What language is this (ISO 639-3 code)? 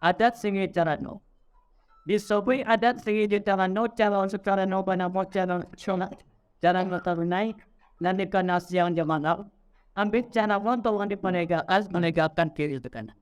min